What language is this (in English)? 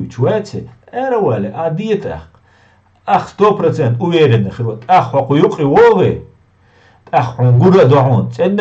Chechen